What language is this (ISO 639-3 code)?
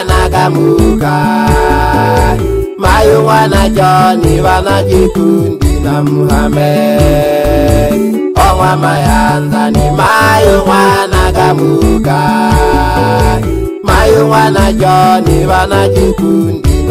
swa